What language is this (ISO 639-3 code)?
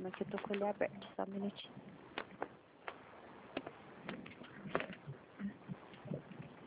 por